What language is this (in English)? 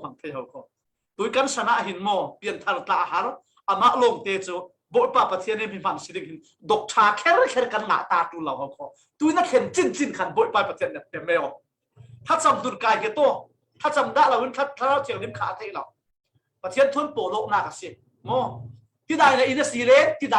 Falam Chin